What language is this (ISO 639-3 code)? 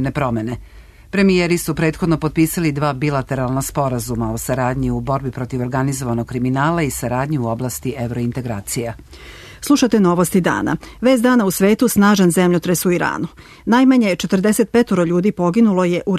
srp